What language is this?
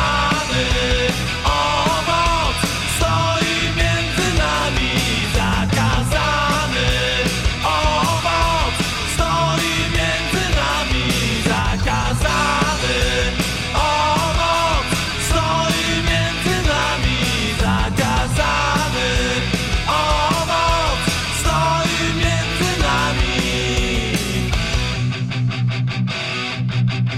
Polish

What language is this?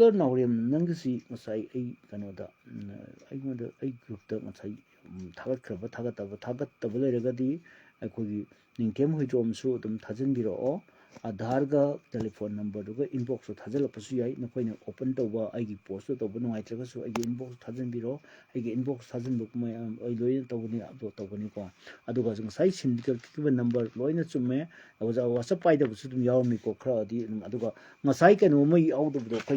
Manipuri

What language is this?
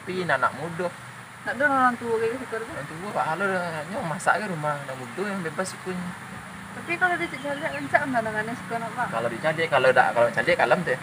Minangkabau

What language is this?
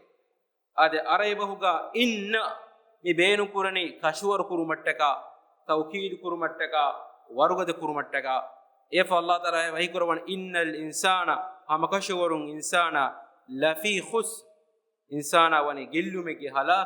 Divehi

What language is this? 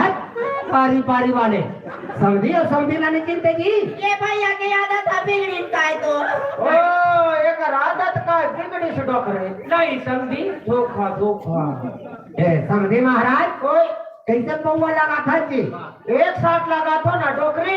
Chhattisgarhi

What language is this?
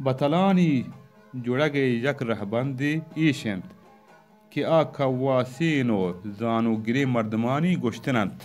Baluchi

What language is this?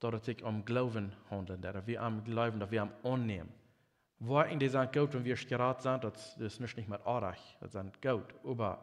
Plautdietsch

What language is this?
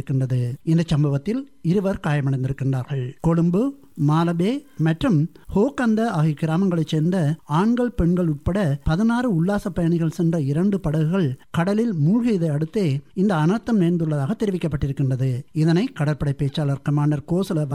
Tamil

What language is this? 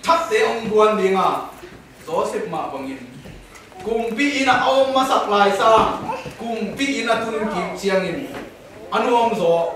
Tedim Chin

